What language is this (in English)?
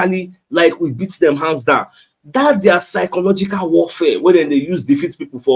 Nigerian Pidgin